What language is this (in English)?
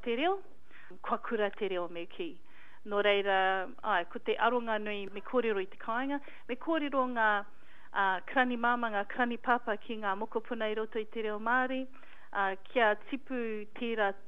Māori